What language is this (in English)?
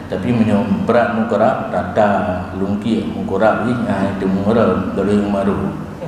Achinese